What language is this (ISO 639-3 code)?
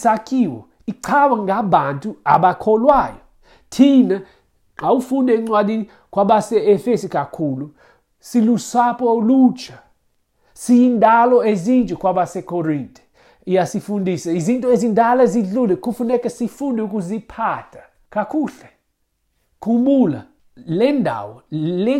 xho